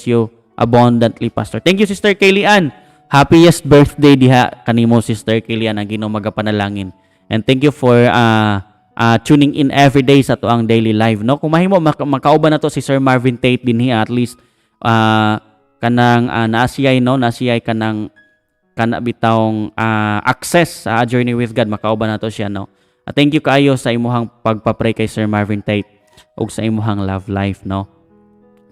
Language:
Cebuano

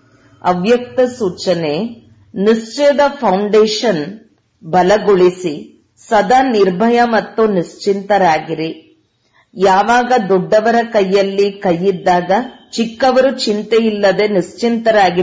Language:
Kannada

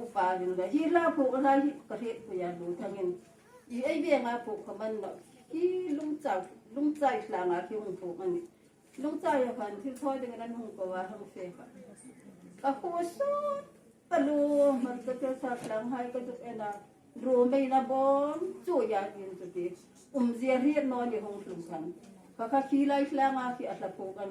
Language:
Hmar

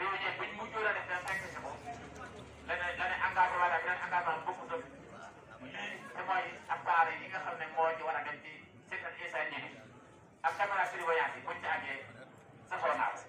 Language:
Wolof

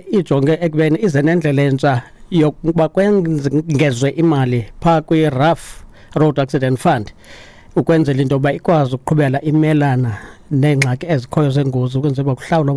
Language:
Xhosa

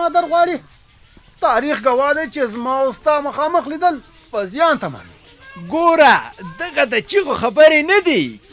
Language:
Pashto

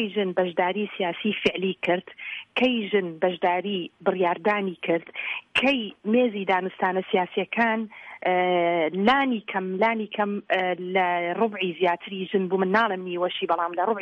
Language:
Central Kurdish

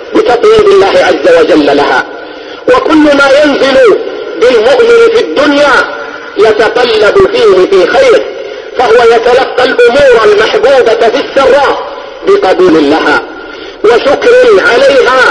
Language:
Arabic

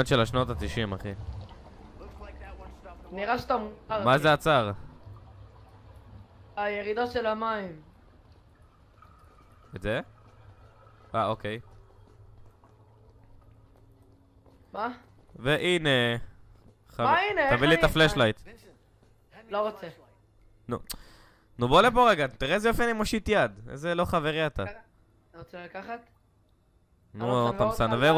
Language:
Hebrew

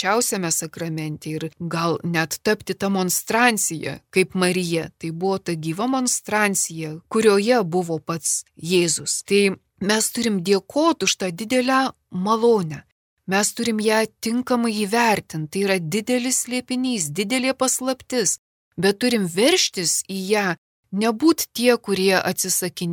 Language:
Lithuanian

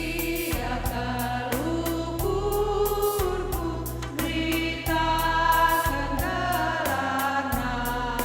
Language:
Batak Karo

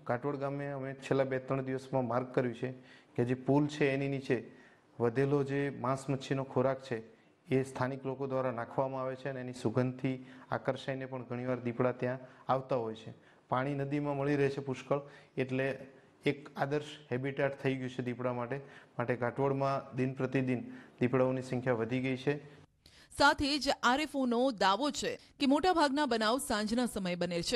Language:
Gujarati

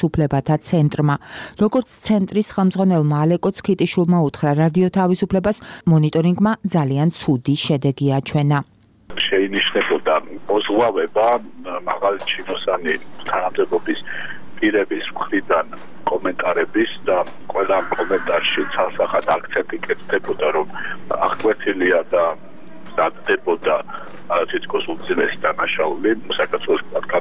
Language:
Georgian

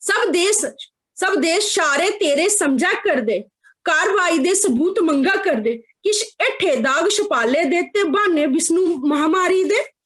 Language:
Dogri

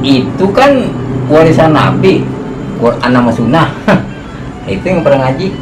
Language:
Betawi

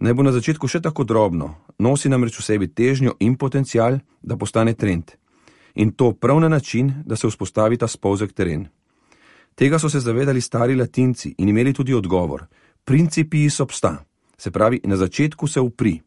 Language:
Slovenian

